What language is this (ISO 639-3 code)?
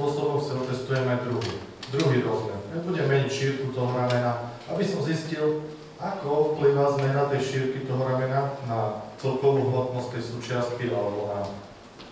slk